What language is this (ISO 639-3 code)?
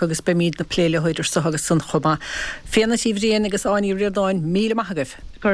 gle